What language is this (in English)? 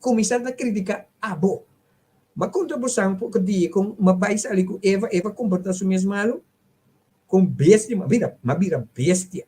Papiamento